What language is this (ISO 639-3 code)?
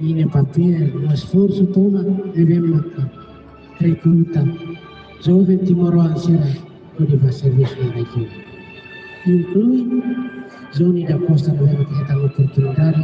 tet